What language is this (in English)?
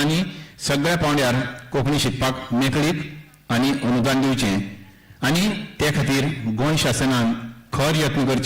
Konkani